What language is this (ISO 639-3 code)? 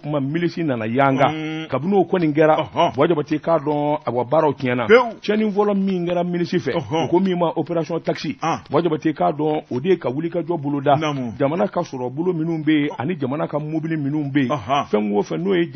bam